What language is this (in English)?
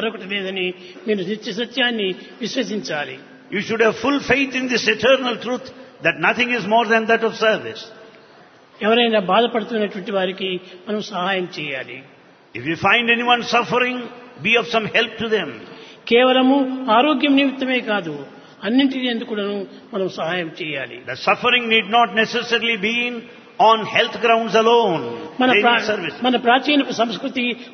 Telugu